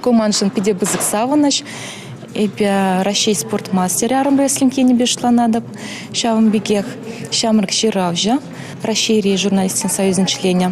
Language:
Chuvash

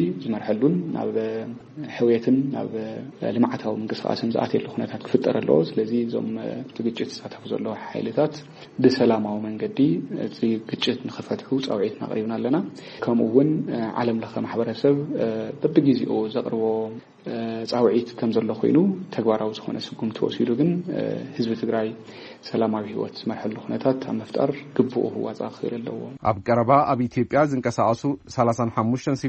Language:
Tigrinya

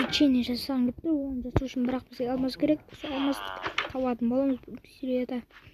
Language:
Kazakh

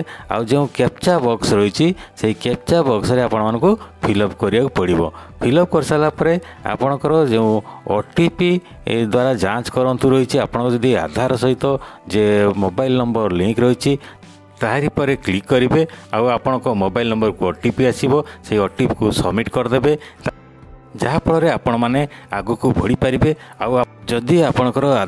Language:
Odia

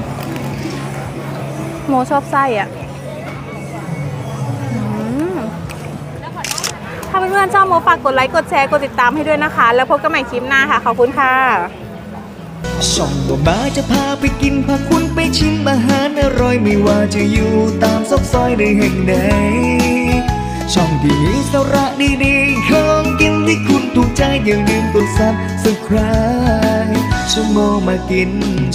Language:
Thai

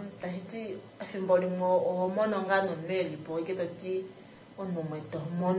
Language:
Kuanyama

